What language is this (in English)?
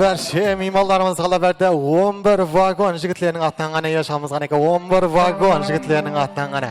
Kara-Kalpak